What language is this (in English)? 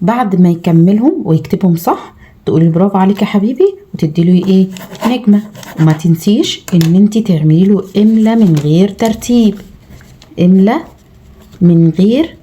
Egyptian Arabic